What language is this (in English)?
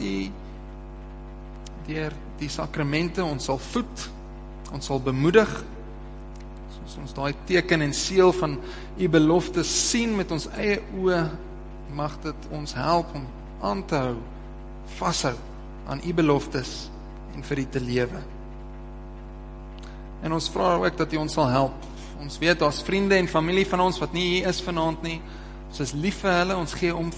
Afrikaans